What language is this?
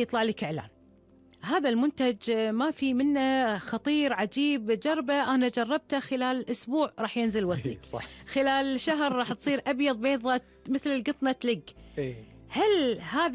Gulf Arabic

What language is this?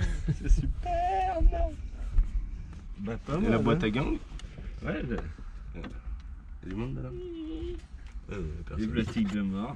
French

